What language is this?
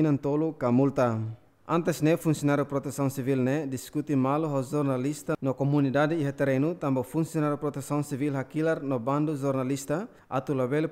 Tetum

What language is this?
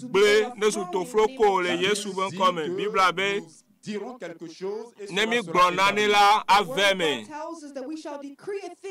Ewe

